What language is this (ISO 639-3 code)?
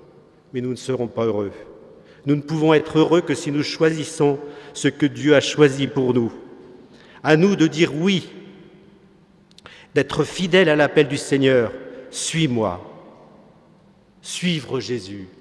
fra